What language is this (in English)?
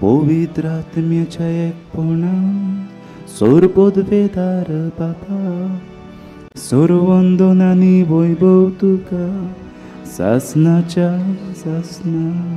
Konkani